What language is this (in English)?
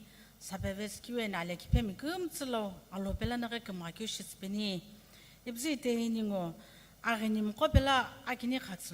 Sumi Naga